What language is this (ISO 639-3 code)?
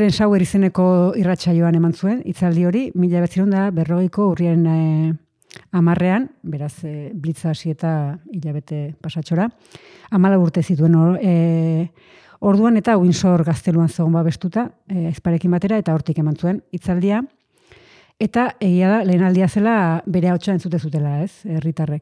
eus